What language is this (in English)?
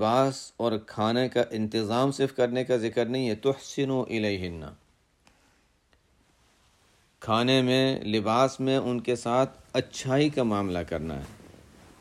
Urdu